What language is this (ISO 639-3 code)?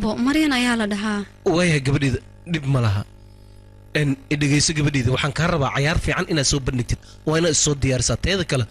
som